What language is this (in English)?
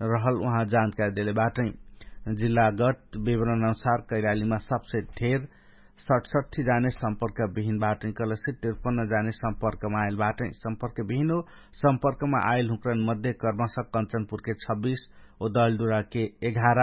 Dangaura Tharu